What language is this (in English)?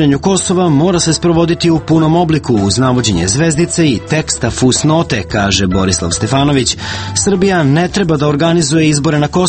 Serbian